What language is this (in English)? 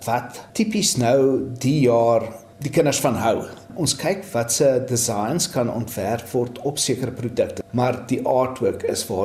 Afrikaans